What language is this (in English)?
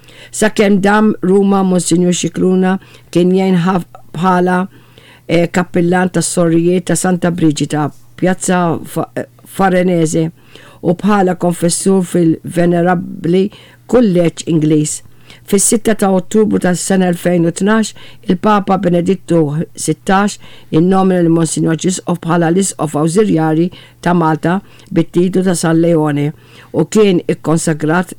Maltese